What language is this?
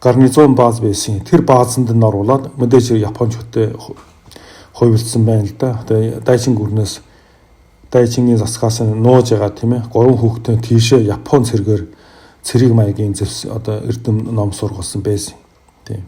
Mongolian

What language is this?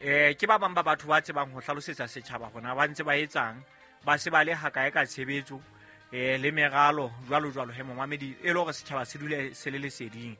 Southern Sotho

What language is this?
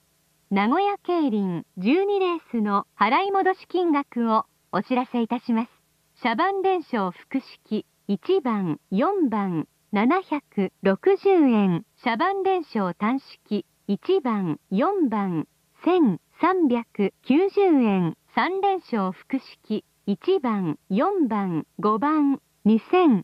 Japanese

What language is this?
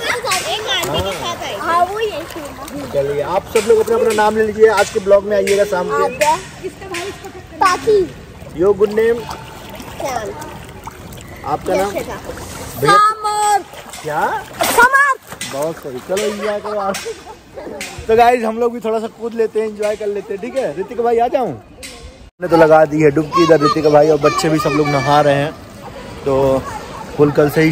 Hindi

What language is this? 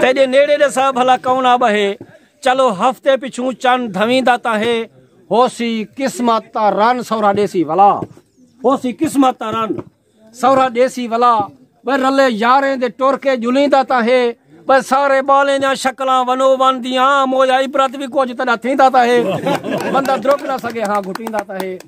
Saraiki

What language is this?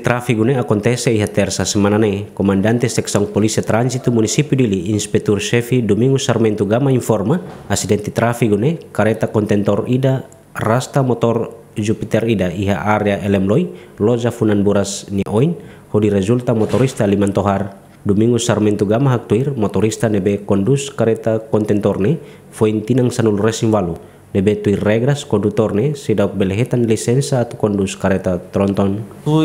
Tetum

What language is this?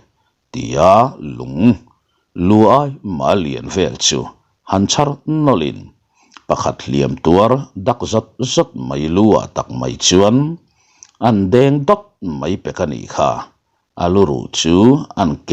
Mizo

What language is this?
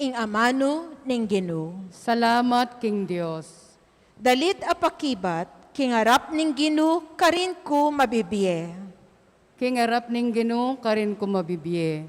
Pampanga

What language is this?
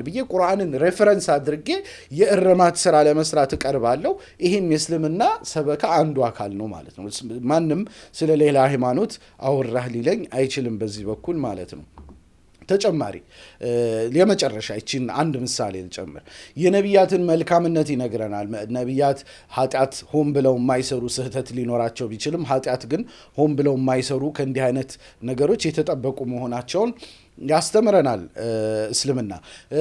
Amharic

